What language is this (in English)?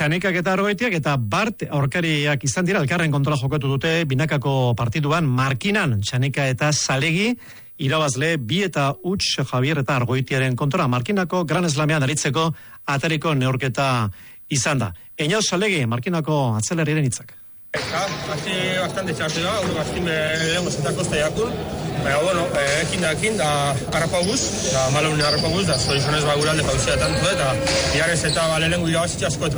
Basque